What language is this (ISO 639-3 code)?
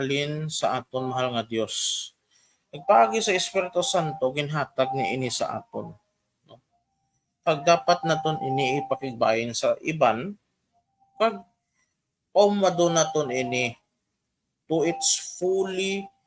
hil